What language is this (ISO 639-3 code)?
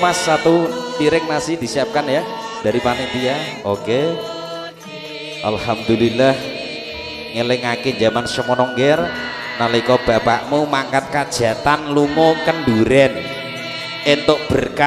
jav